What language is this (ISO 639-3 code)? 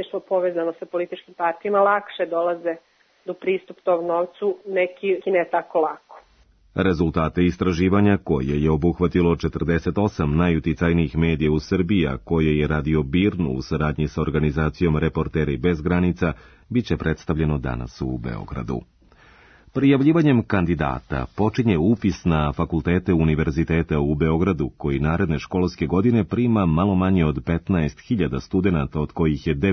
srp